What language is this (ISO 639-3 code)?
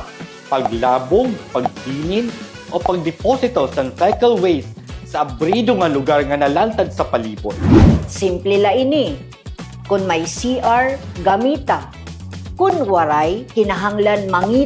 war